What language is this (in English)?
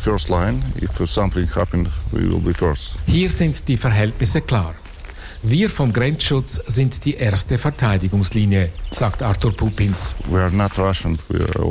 German